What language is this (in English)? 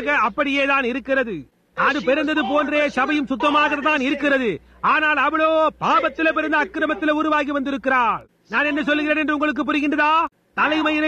Tamil